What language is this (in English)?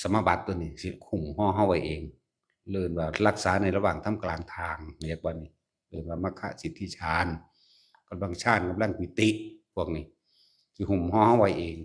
Northeastern Thai